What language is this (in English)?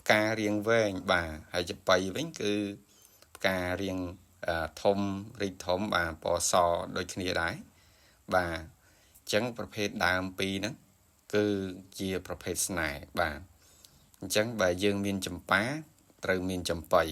Khmer